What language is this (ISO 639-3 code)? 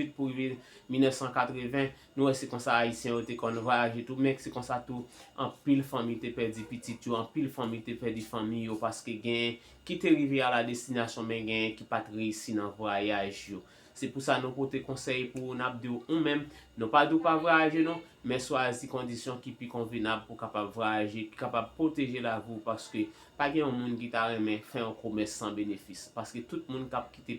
hat